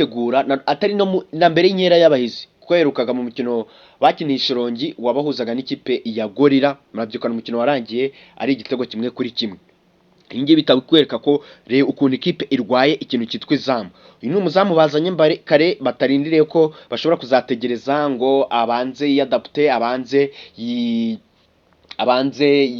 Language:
Kinyarwanda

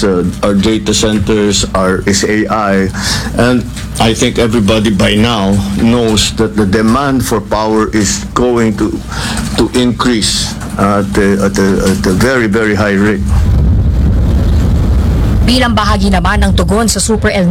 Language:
Filipino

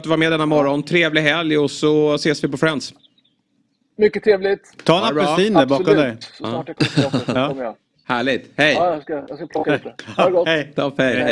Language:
Swedish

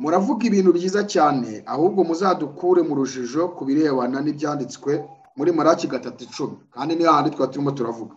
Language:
Kinyarwanda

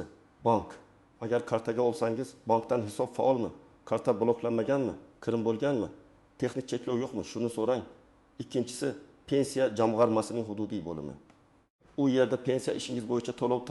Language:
Uzbek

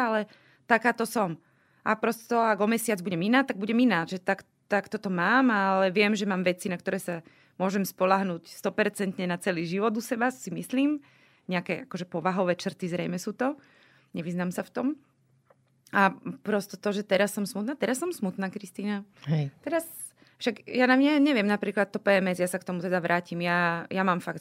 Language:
Slovak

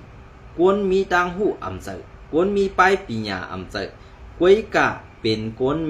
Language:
Shan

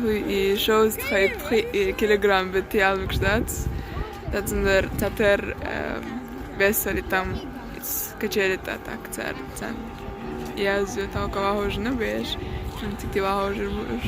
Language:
Chechen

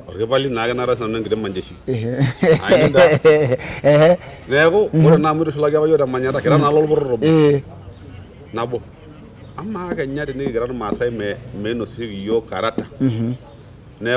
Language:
Masai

